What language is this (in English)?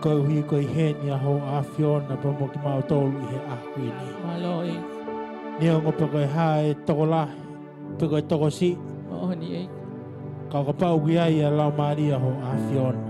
Tongan